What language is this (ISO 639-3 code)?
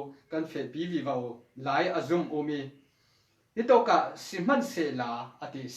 cfm